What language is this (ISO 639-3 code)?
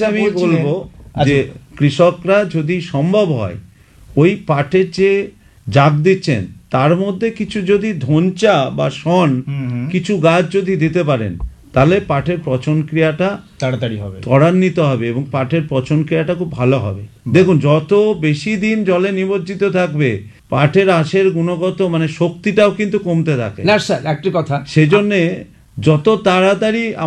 ben